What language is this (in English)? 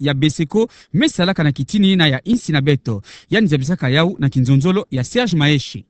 Kituba (Democratic Republic of Congo)